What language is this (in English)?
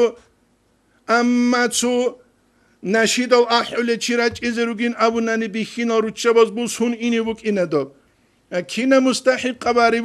Avaric